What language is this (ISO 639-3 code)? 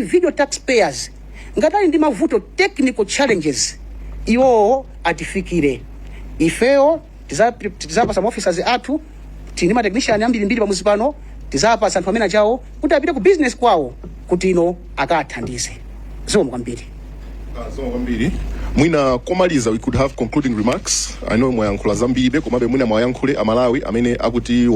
nya